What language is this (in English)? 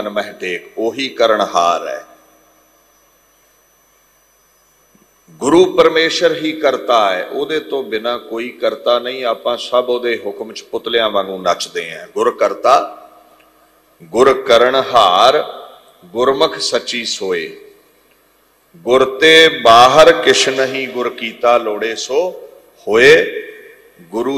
Punjabi